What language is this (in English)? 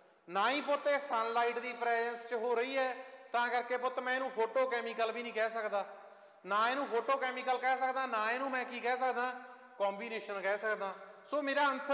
Punjabi